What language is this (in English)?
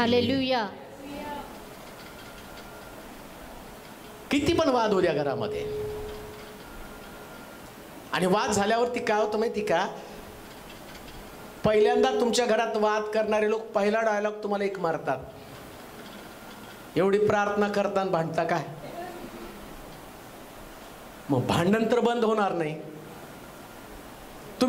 Marathi